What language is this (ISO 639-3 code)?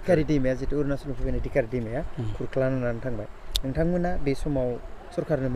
brx